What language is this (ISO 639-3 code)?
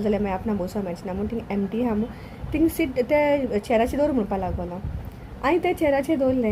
kok